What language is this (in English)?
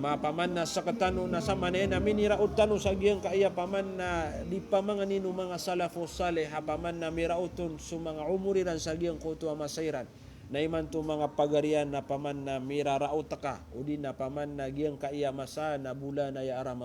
Maranao